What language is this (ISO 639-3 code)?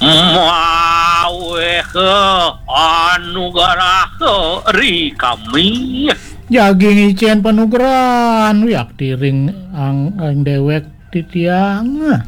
ban